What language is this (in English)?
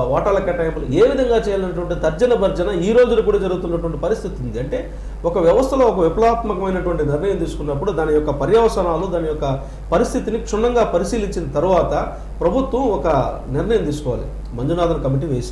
Telugu